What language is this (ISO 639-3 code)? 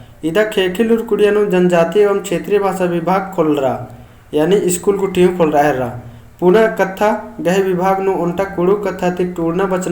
kru